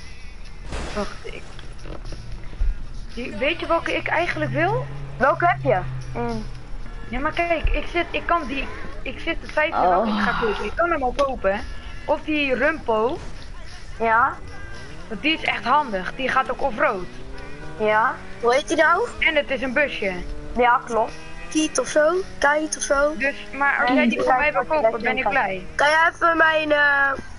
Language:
Dutch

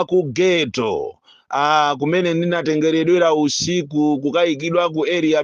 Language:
Nyanja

